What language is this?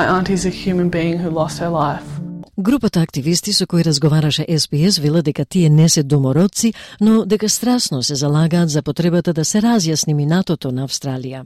Macedonian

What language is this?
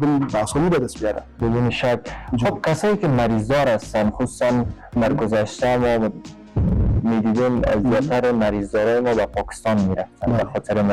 Persian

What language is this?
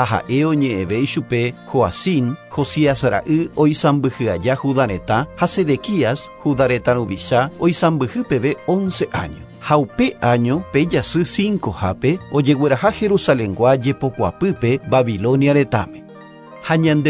Guarani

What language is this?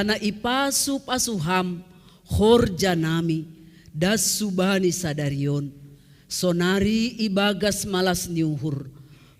Batak Simalungun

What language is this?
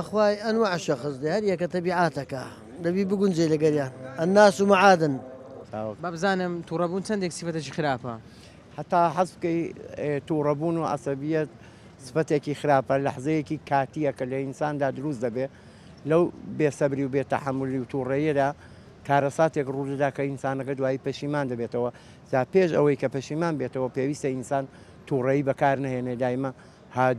Central Kurdish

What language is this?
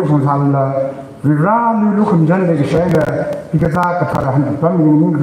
Tangkhul Naga (India)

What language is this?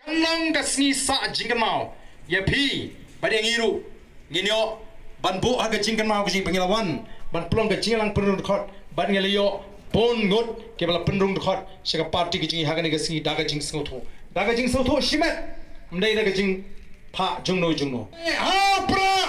Khasi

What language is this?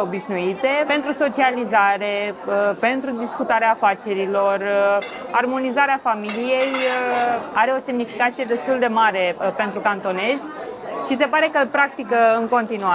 Romanian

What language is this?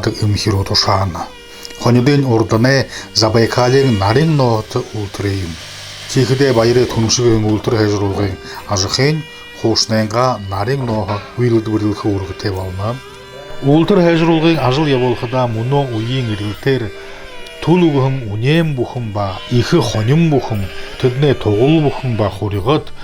Buriat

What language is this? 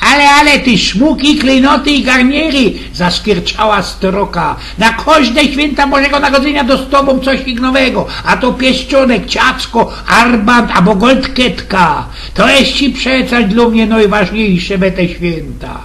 Silesian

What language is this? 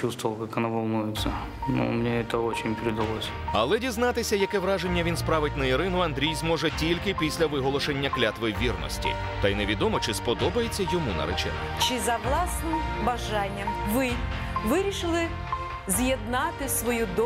Ukrainian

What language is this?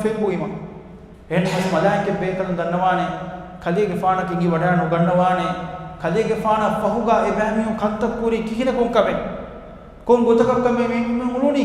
Divehi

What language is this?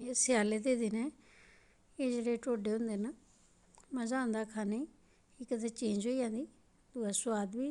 Dogri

